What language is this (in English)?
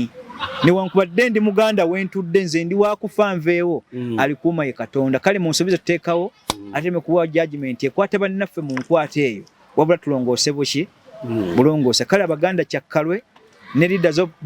Ganda